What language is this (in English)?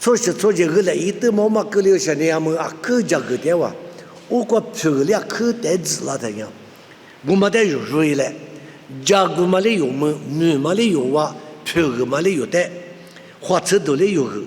Lisu